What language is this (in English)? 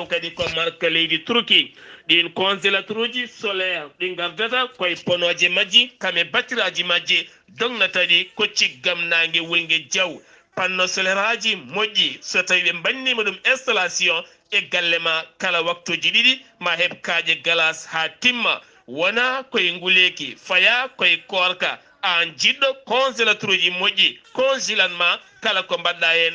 Fula